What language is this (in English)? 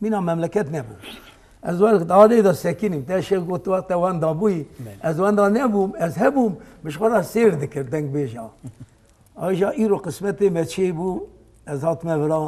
Kurdish